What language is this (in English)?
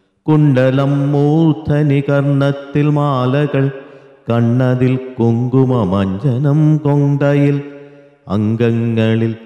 Malayalam